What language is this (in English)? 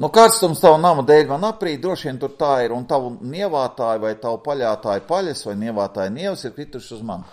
Latvian